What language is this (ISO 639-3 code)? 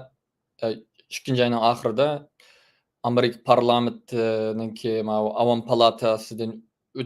uig